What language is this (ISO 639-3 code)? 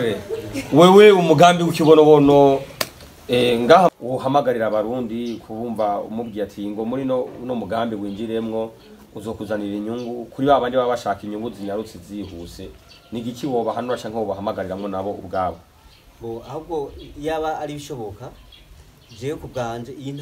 run